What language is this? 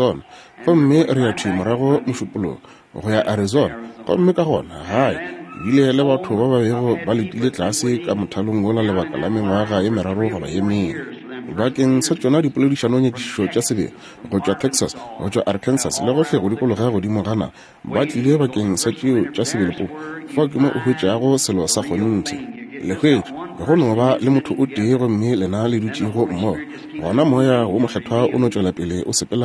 Northern Sotho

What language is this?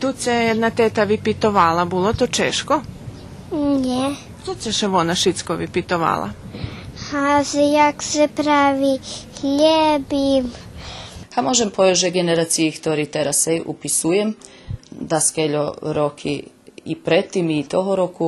Rusyn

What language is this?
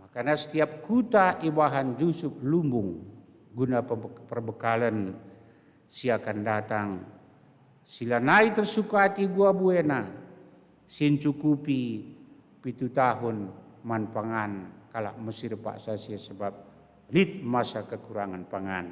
Batak Karo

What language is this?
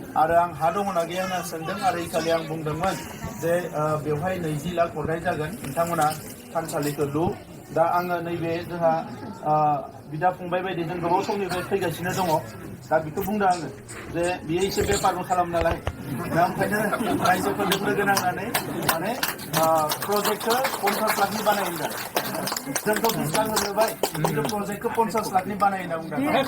Bodo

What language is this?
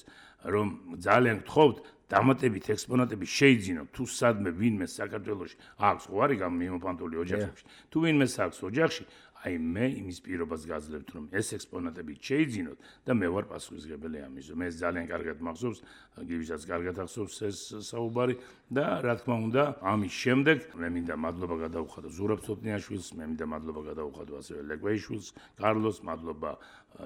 Georgian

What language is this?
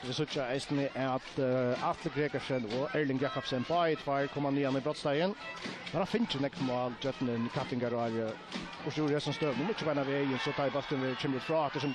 Faroese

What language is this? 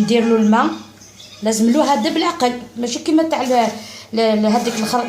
Algerian Arabic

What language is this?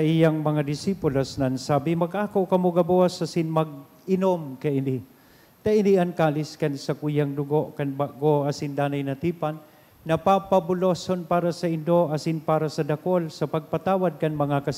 Bikol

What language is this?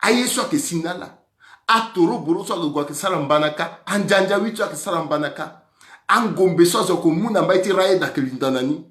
Sango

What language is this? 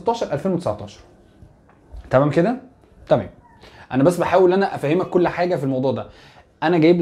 Egyptian Arabic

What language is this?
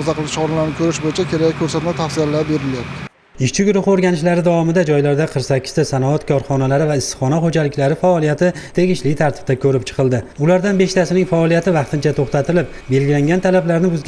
Uzbek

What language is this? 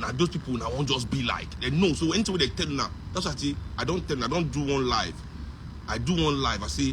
Nigerian Pidgin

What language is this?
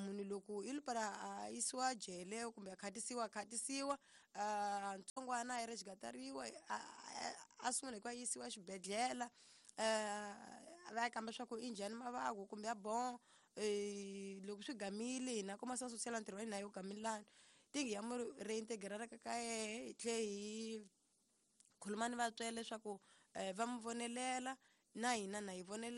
Tsonga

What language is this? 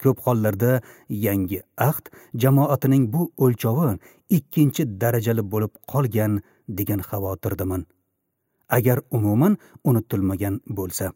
Uzbek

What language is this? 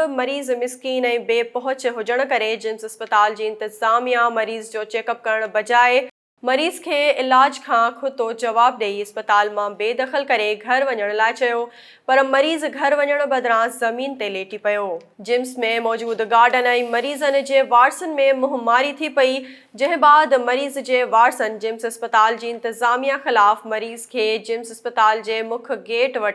Sindhi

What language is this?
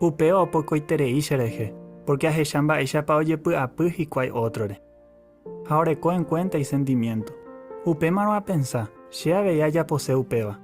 Guarani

